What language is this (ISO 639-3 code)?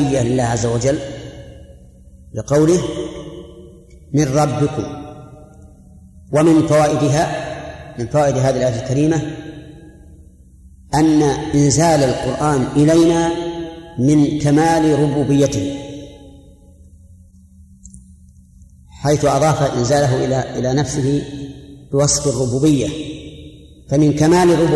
ara